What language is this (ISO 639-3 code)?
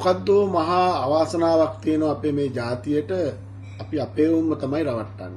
sin